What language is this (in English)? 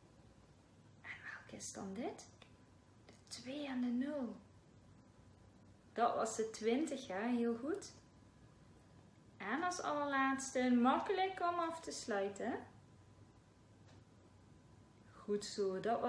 Dutch